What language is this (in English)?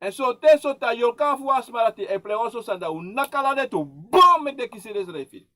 Sranan Tongo